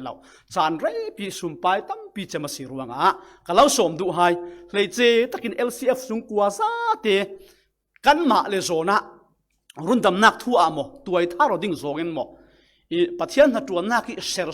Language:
Falam Chin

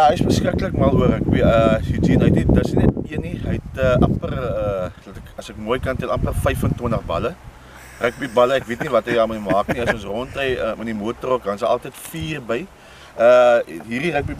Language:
Afrikaans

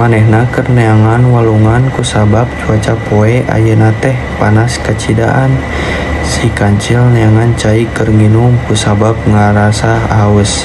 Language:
Sundanese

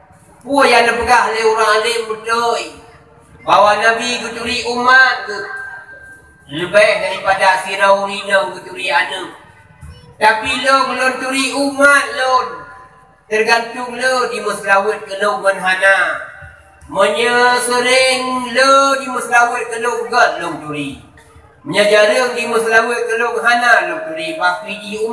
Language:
Achinese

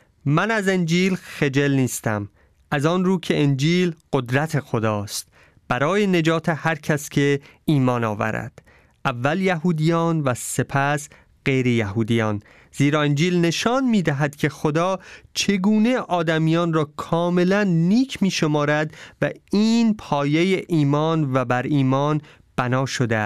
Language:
Persian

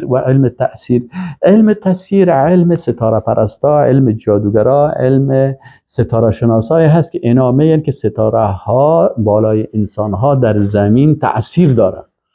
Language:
Persian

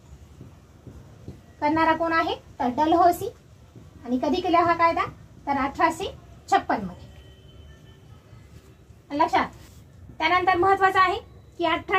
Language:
Marathi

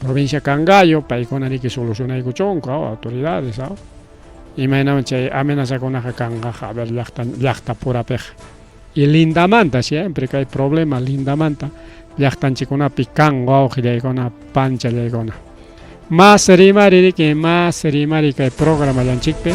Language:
Ayacucho Quechua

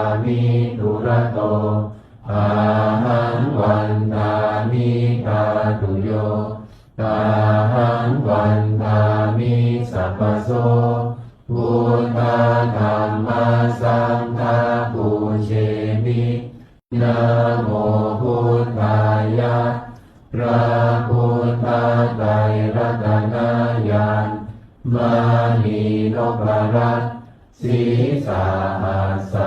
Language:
Pali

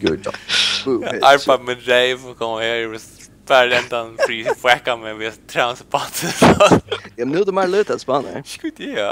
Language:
Faroese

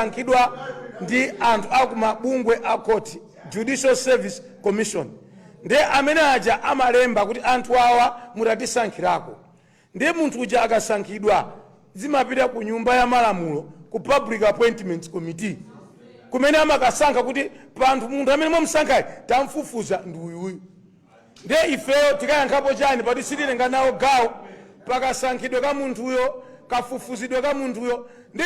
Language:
Nyanja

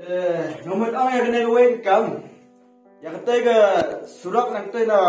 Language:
Khasi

